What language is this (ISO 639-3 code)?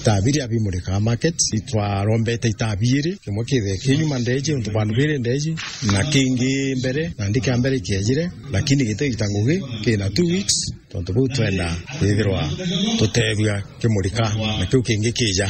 mer